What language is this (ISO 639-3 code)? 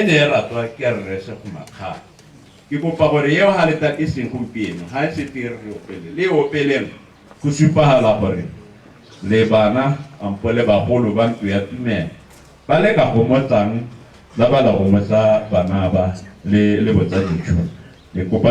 tsn